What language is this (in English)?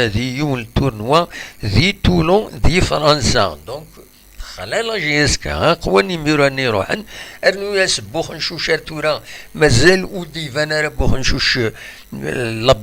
Kabyle